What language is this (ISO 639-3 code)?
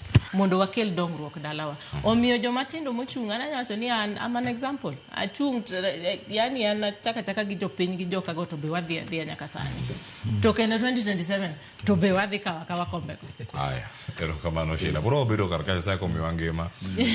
luo